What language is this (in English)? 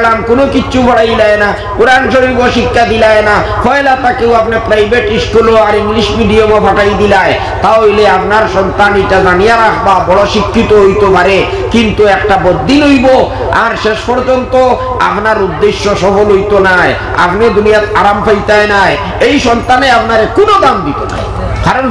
Sylheti